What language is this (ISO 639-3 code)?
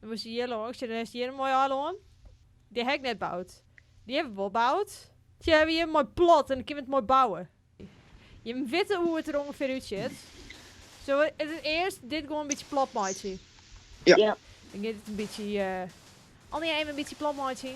fry